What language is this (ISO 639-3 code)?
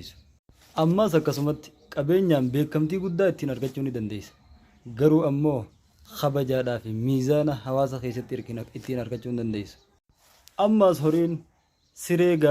orm